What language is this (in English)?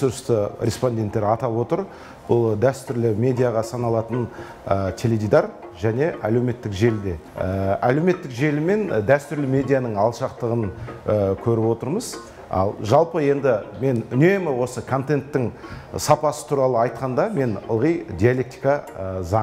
Kazakh